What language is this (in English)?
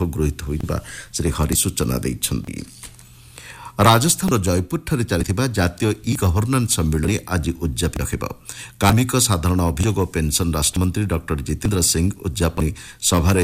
Odia